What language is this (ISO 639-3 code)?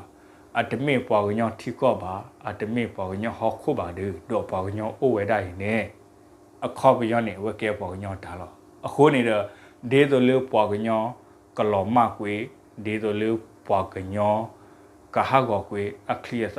ksw